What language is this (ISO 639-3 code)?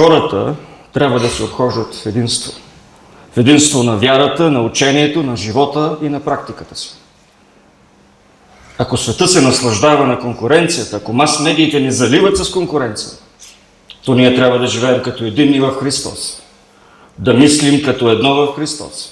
bul